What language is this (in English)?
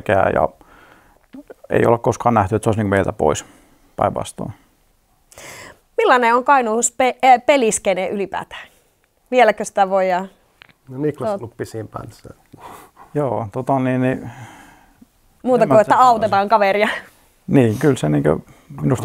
Finnish